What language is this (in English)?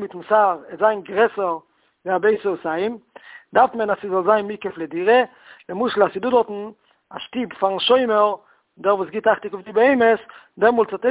Yiddish